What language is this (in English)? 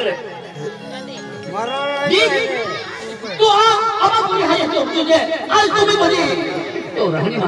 Hindi